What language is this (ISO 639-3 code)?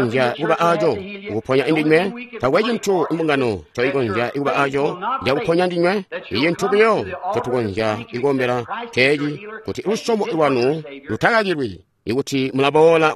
toi